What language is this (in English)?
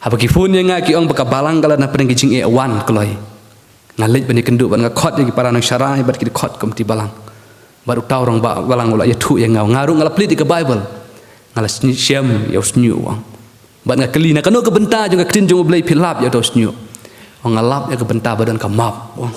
Khasi